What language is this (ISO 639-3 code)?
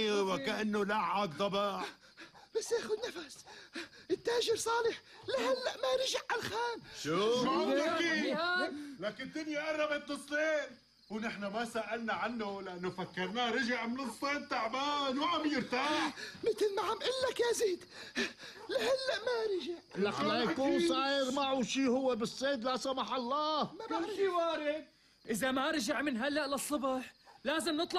apc